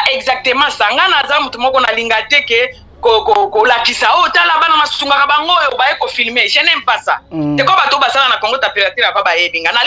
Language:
Lingala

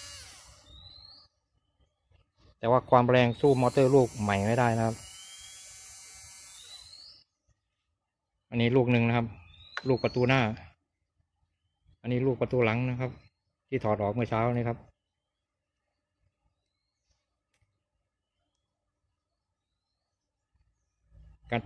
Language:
Thai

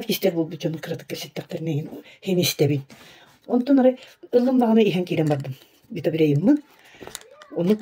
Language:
Yakut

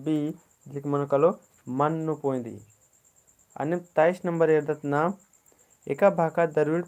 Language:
Kurukh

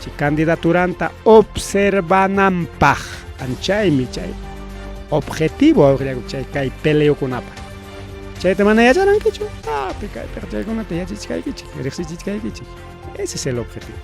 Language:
Ayacucho Quechua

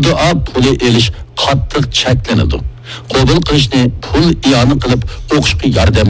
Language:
Uyghur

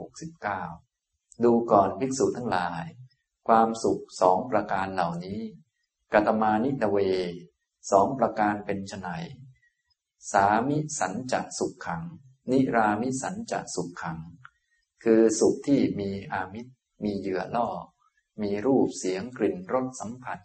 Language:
Thai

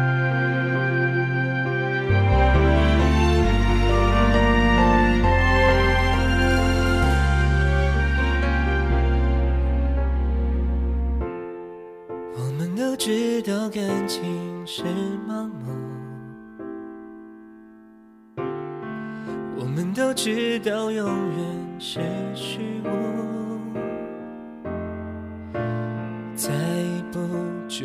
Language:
Chinese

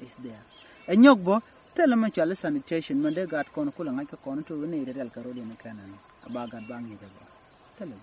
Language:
Nuer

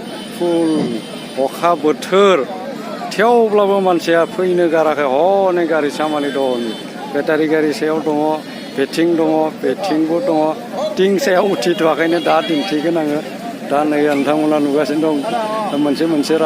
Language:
Bodo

